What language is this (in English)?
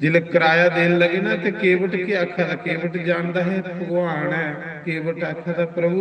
Dogri